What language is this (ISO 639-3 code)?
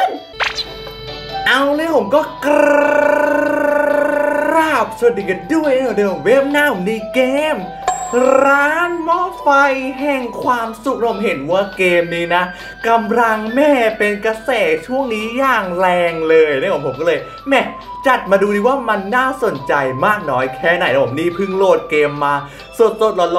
tha